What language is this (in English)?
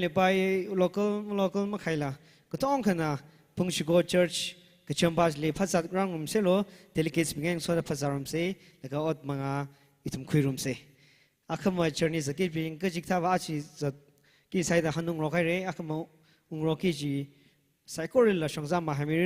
Tangkhul Naga (India)